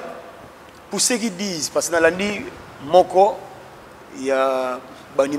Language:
Lingala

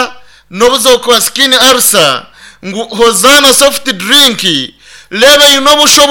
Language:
Nyankole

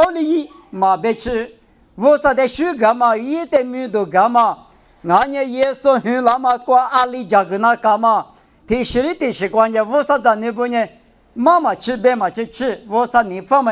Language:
Lisu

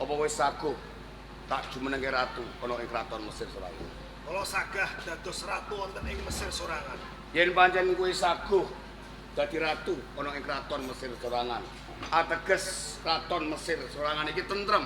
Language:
Javanese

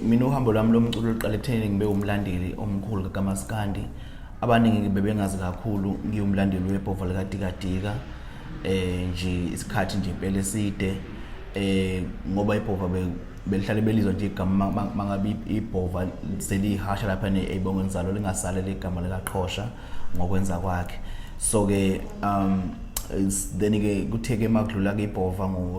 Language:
Zulu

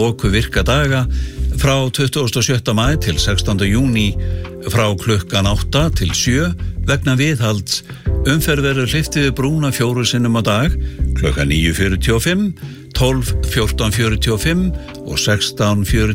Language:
Icelandic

